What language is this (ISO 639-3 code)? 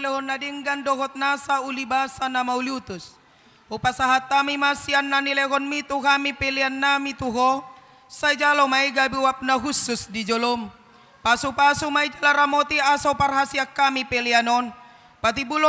bbc